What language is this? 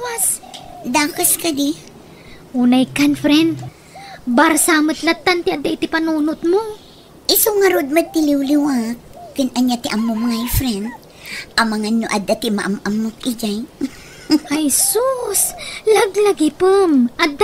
Iloko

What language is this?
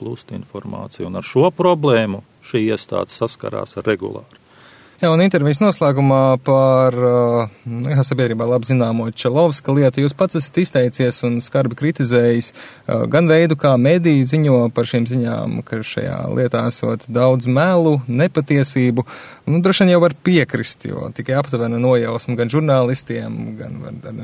Latvian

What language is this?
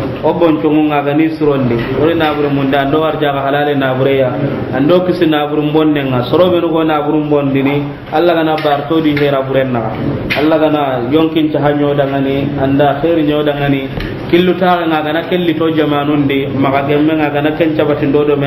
Soninke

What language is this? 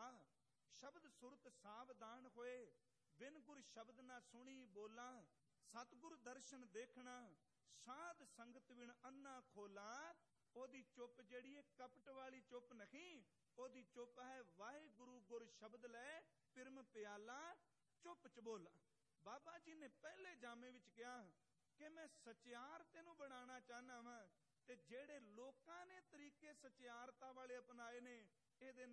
Punjabi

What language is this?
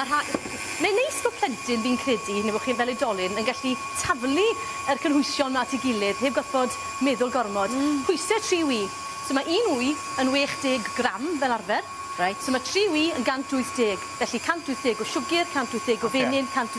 Welsh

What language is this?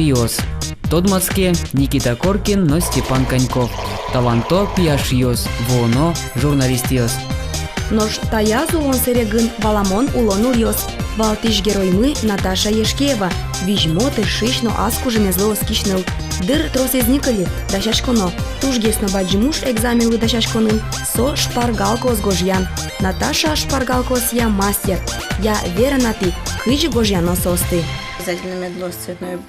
Udmurt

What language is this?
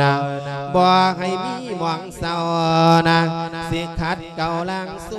Lao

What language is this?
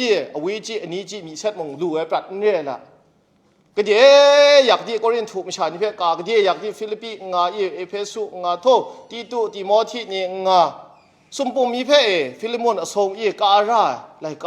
Kachin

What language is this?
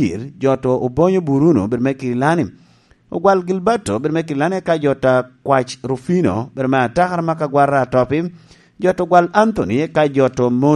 Lango (Uganda)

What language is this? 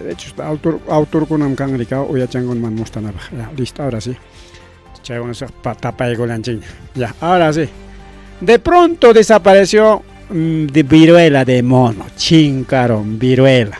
Ayacucho Quechua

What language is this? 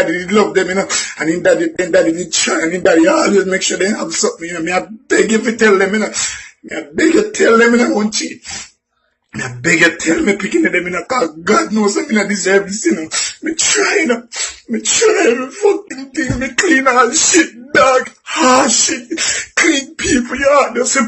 Jamaican Creole English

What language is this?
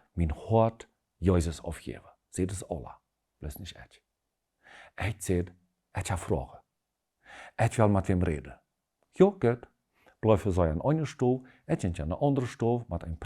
Plautdietsch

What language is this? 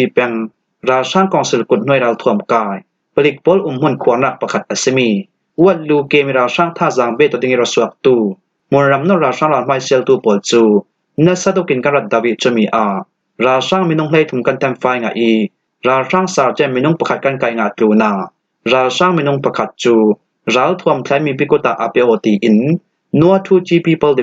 Falam Chin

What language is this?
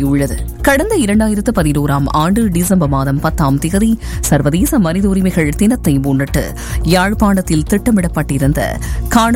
Tamil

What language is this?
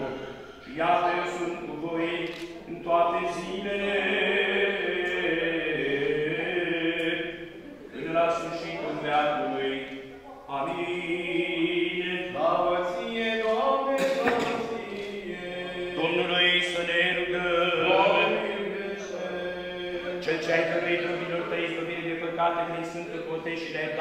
Romanian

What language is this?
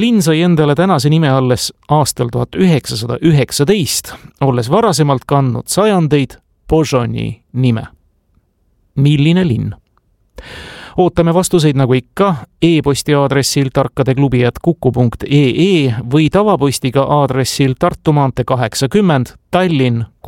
Estonian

